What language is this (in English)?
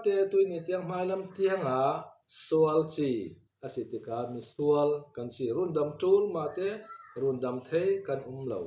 Falam Chin